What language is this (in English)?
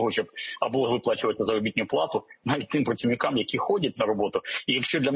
Ukrainian